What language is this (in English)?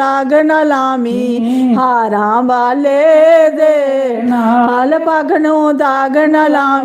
Dogri